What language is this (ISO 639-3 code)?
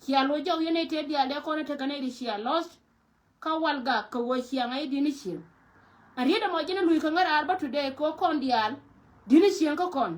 nus